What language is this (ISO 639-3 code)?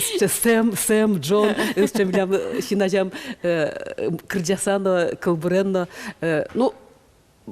udm